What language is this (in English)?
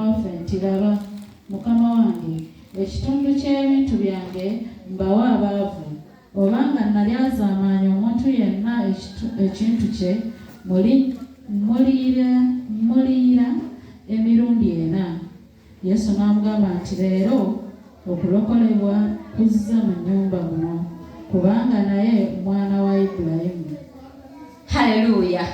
Ganda